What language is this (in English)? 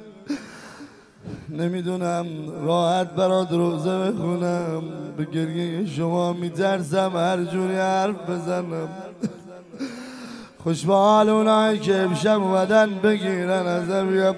Persian